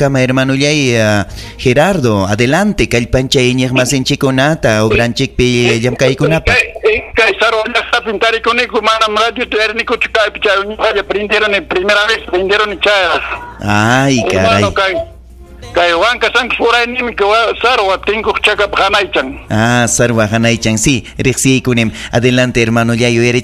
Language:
Ayacucho Quechua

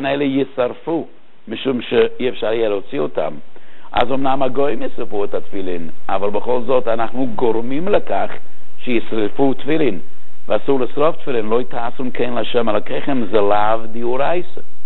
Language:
Hebrew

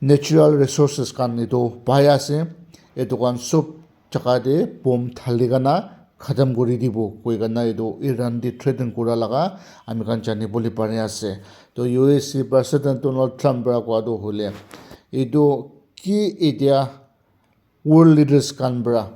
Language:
Naga Pidgin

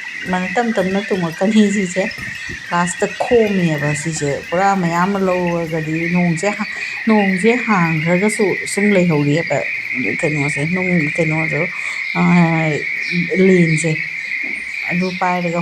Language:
Manipuri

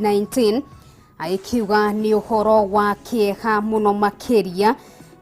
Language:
Kikuyu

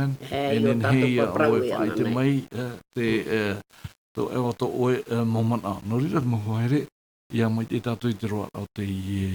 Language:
Tahitian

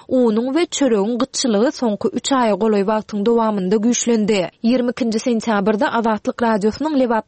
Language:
Turkmen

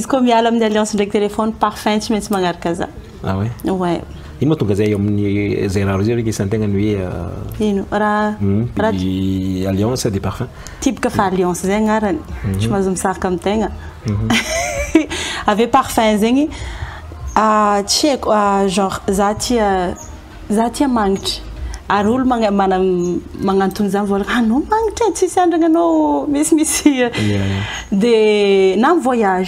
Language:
Malagasy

